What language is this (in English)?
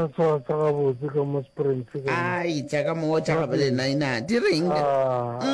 Northern Sotho